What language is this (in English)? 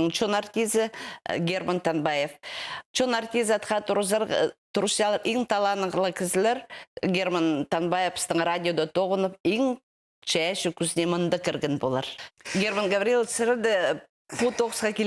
Khakas